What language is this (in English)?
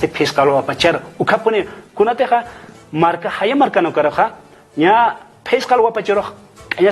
Aymara